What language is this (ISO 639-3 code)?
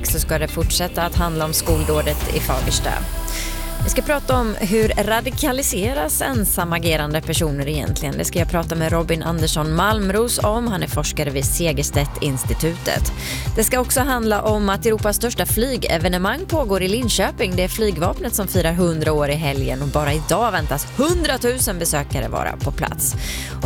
swe